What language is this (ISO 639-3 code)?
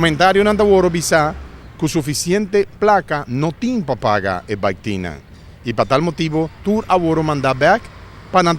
pap